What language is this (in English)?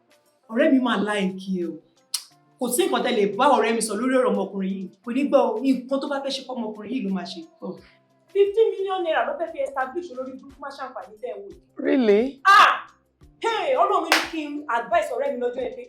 Yoruba